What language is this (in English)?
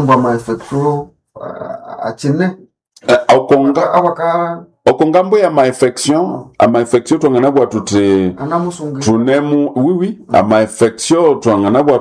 Nande